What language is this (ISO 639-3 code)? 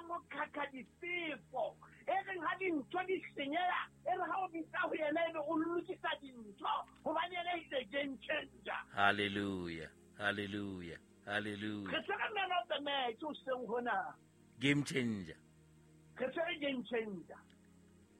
sot